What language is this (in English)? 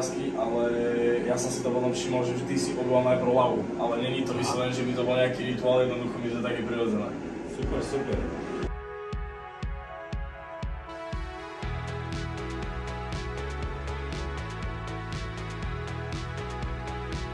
Slovak